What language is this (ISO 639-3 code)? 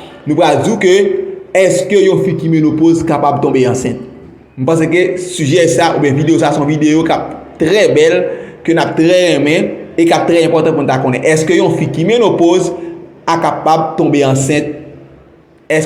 hat